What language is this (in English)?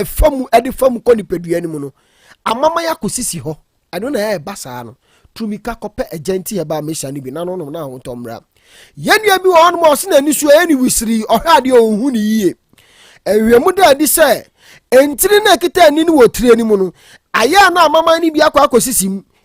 Akan